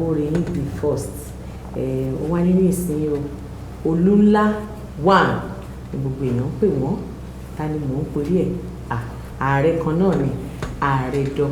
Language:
Yoruba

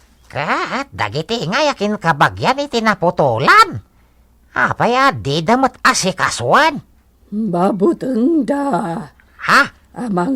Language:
Iloko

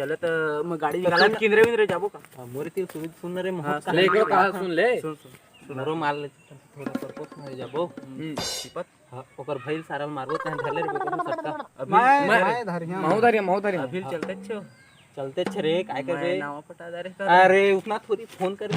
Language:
Chhattisgarhi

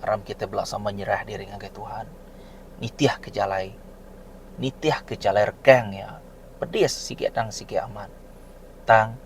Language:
Iban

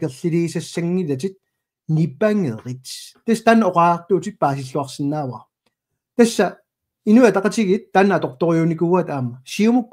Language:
Kalaallisut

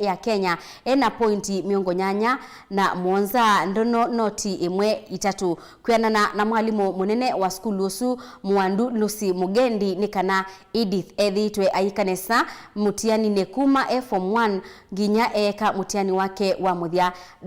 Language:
Kamba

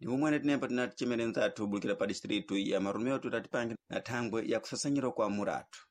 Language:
Sena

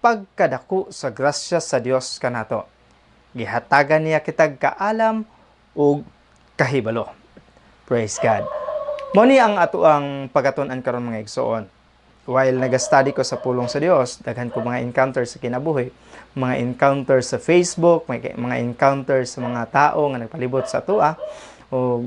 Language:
Cebuano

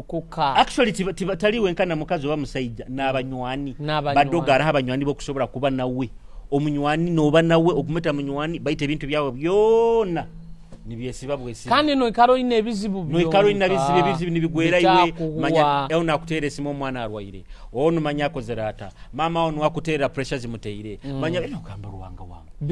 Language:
Nyoro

